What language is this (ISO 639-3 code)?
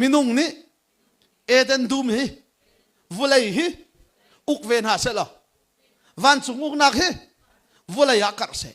cnh